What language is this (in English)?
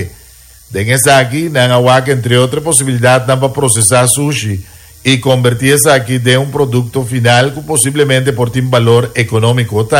Papiamento